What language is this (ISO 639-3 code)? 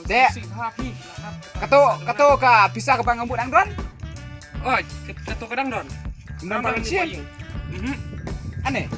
kha